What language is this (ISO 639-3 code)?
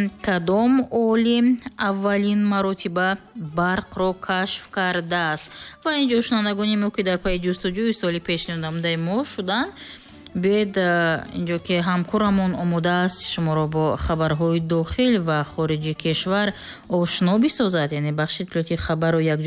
tgk